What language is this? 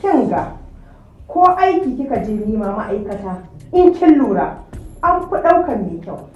Hausa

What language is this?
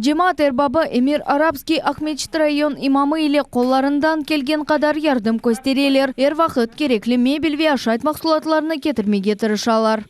Crimean Tatar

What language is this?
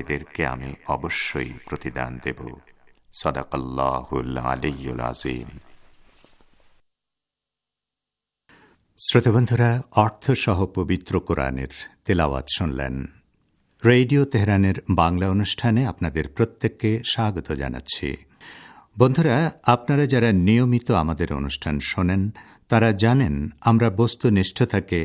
Bangla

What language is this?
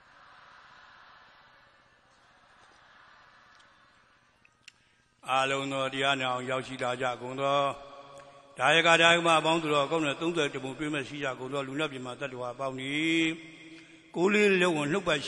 Burmese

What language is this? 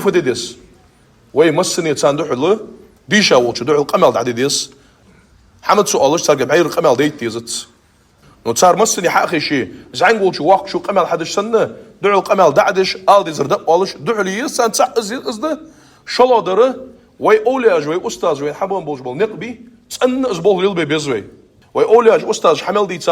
Ingush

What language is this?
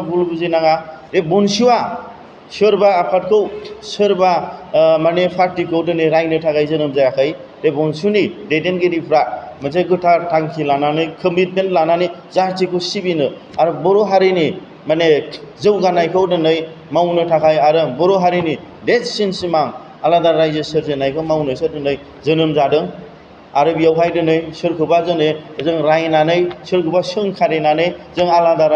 Bodo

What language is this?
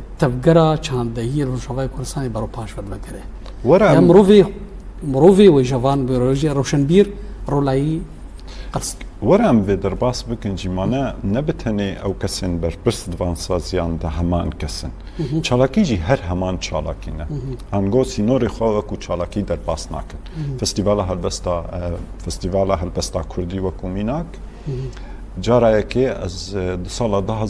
Kurdish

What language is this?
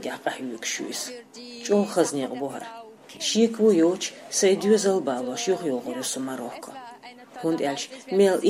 Chechen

